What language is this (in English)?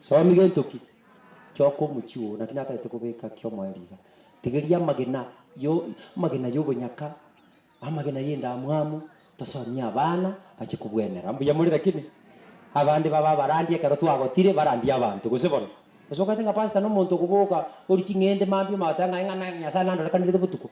Gusii